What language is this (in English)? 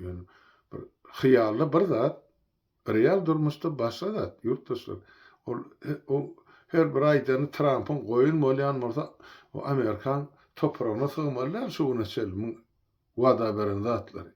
Turkmen